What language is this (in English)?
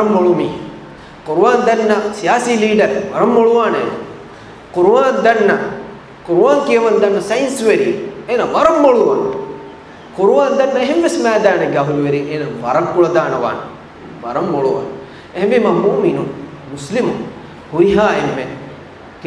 Divehi